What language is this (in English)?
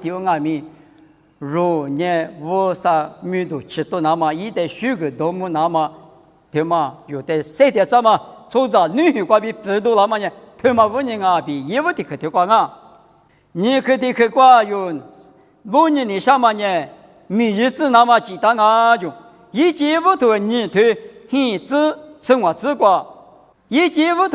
Lisu